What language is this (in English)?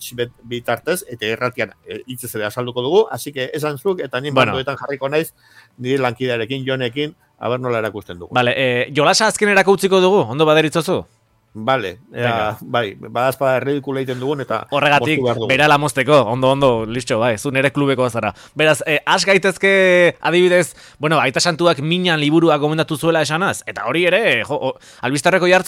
Basque